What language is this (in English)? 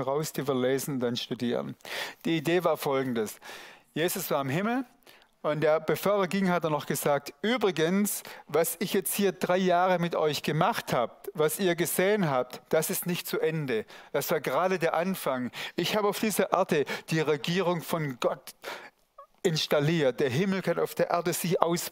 Swiss German